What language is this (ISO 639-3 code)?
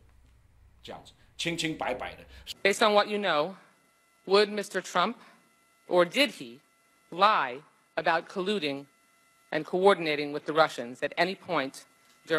zho